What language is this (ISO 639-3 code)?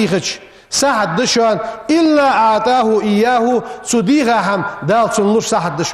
inh